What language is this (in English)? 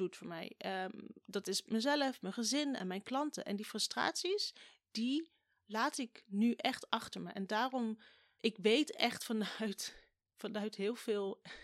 Dutch